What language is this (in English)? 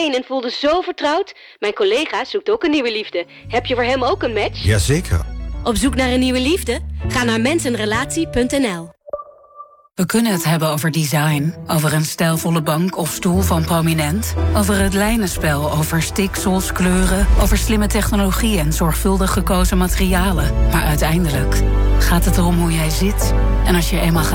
Dutch